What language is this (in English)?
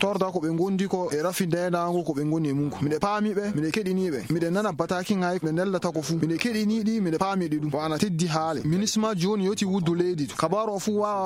Fula